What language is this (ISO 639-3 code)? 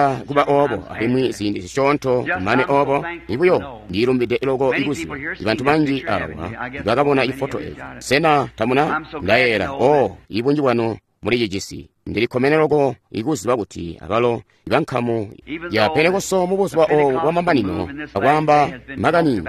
toi